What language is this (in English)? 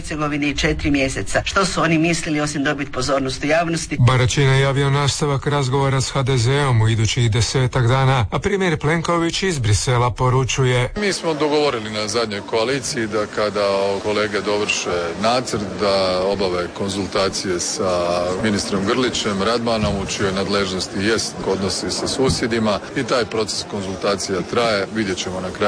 Croatian